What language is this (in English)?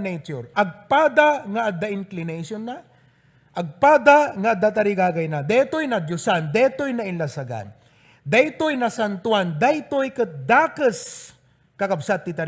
Iloko